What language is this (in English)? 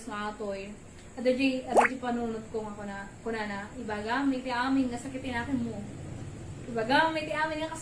Iloko